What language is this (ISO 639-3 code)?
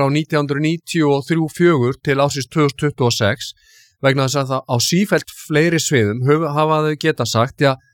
isl